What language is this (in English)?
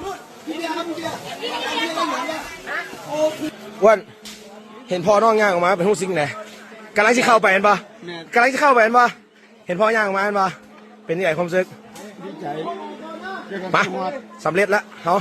Lao